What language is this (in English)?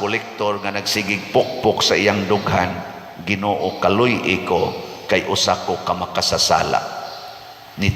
Cebuano